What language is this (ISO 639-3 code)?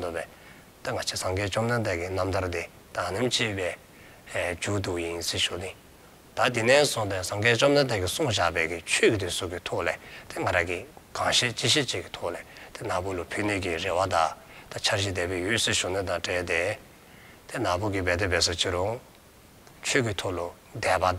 dzo